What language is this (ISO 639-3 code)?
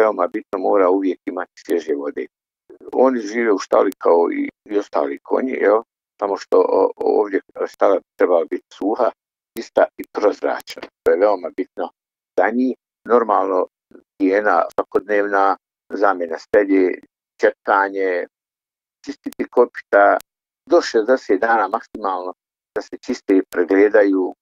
bos